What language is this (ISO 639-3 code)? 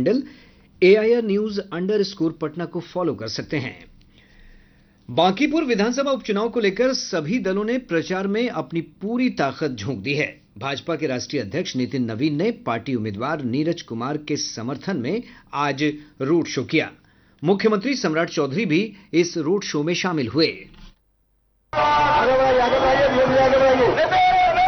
hin